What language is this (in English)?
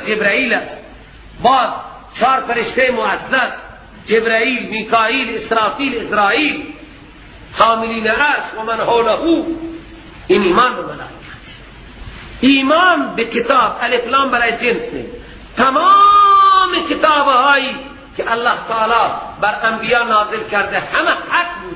Persian